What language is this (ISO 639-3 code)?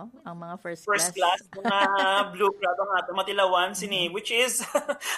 hil